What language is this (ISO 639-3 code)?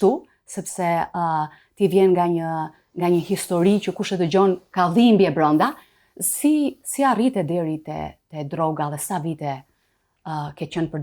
sqi